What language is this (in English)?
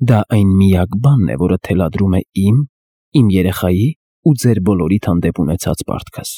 Armenian